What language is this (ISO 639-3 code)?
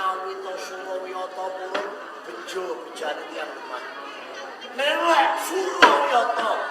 jav